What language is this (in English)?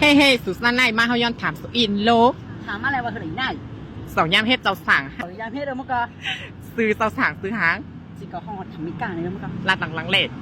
Shan